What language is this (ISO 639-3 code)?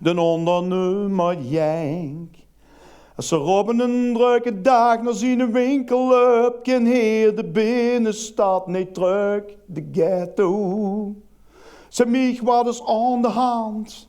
lim